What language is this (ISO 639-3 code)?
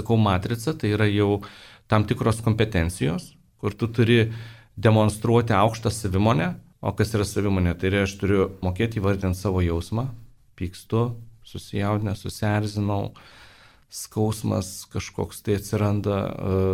lit